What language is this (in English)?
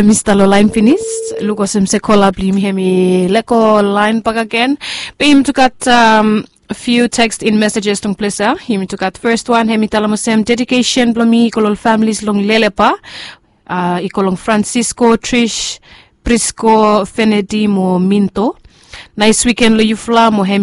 Bislama